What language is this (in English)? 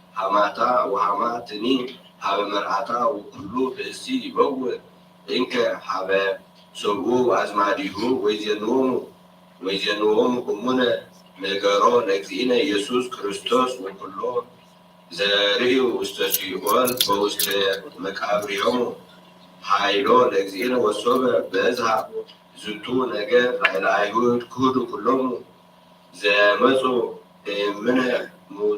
Geez